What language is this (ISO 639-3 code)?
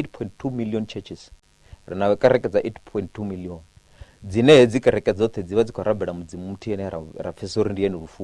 ven